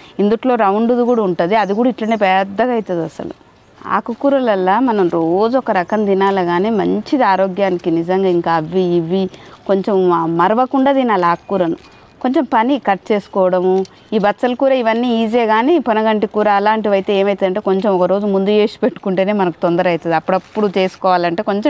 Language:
Telugu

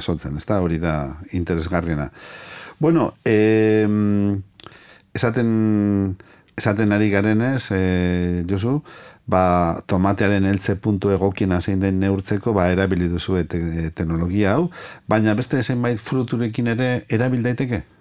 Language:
Basque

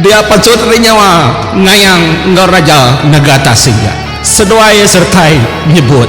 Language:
Iban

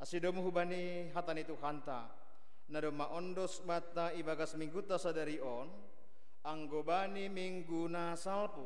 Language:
Batak Simalungun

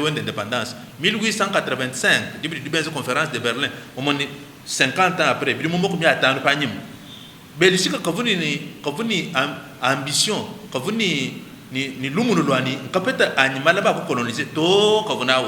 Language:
Luba-Lulua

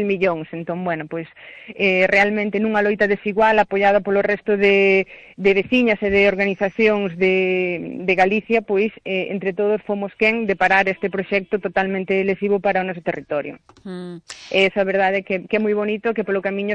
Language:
Galician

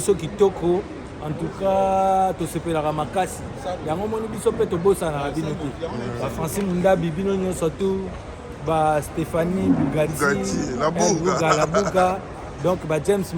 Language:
Lingala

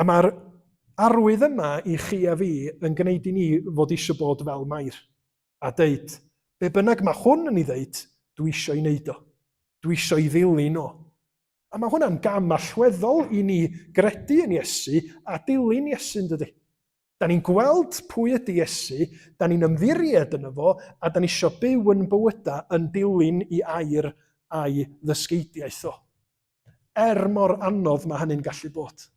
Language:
Welsh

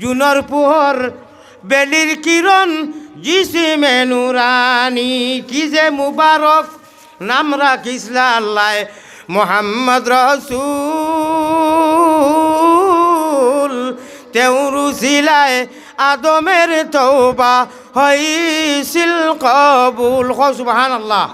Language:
Sylheti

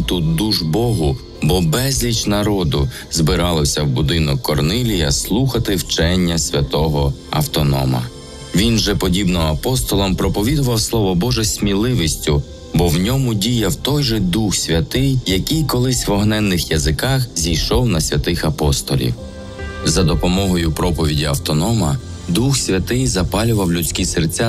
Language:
Ukrainian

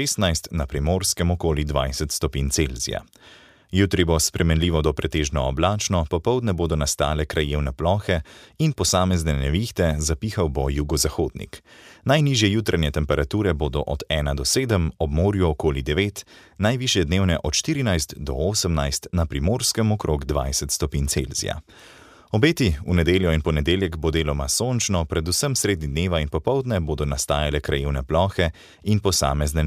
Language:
Slovenian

